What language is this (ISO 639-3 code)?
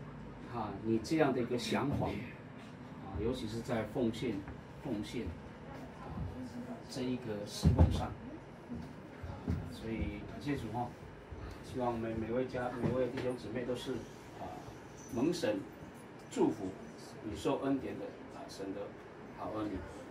zho